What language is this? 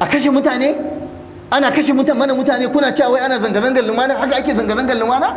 Hausa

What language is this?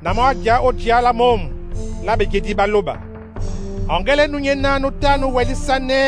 Duala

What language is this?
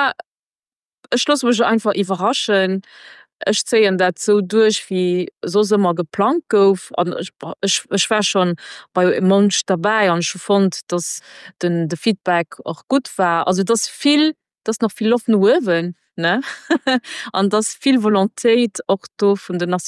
Luxembourgish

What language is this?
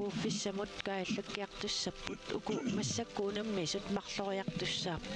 Kalaallisut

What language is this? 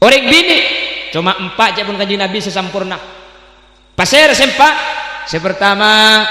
Madurese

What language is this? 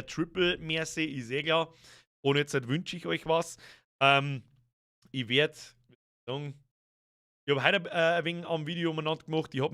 Bavarian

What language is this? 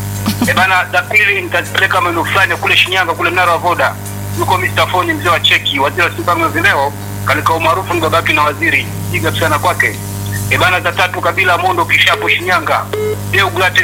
Swahili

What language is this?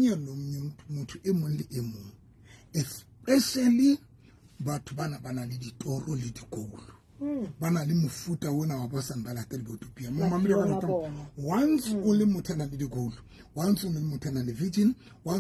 Southern Sotho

